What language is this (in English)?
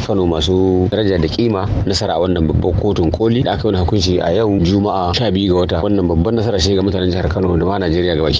Hausa